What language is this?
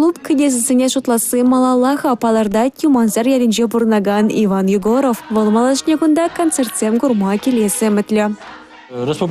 Chuvash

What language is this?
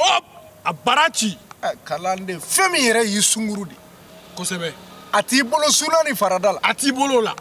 Bambara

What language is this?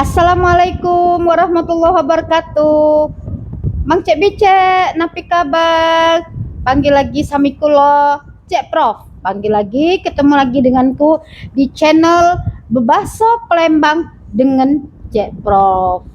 Musi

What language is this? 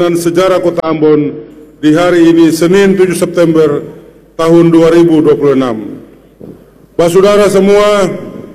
Indonesian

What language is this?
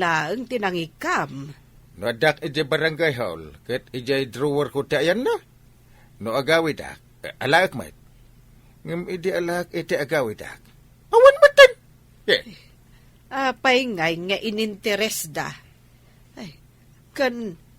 Iloko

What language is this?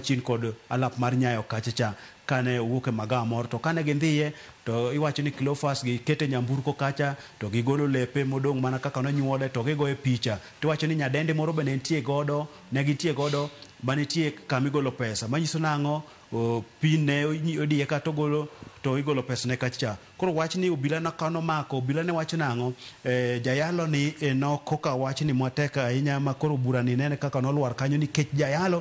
Luo (Kenya and Tanzania)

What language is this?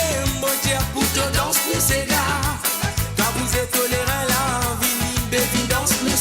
Morisyen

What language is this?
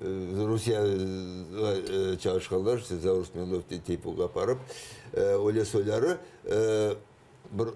Crimean Tatar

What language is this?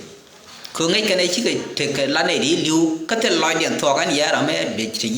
Nuer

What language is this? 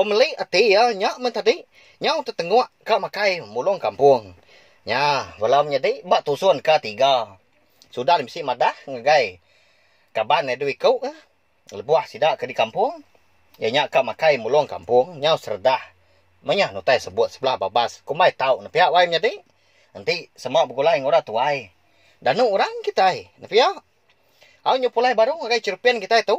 Iban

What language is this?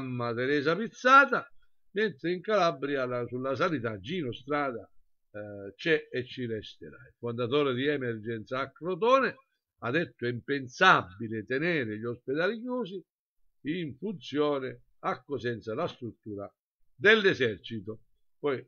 Italian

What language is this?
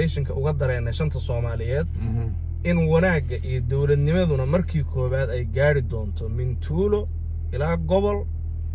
Somali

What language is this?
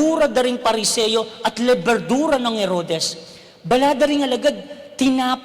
Pampanga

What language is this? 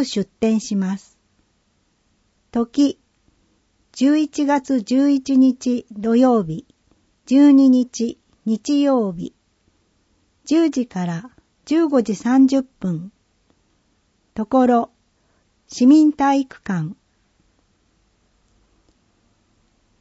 Japanese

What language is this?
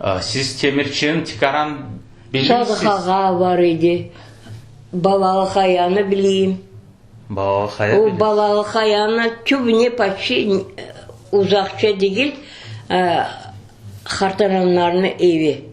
Crimean Tatar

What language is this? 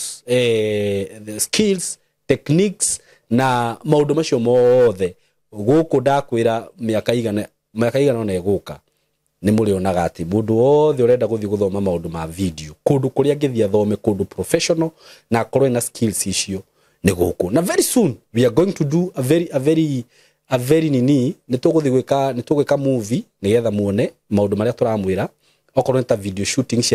Kikuyu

